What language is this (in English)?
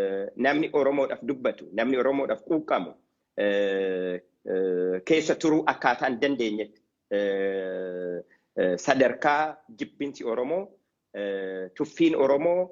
Oromo